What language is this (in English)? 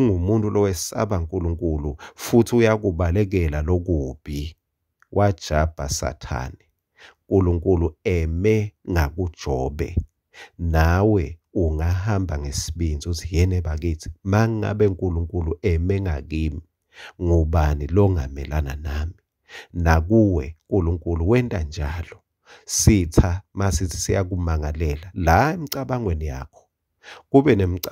Swati